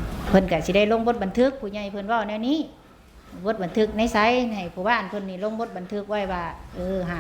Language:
Northeastern Thai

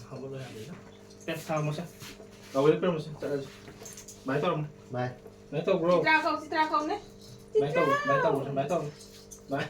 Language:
Manipuri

